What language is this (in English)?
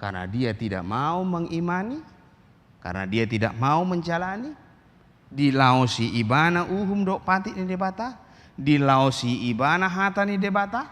Batak Toba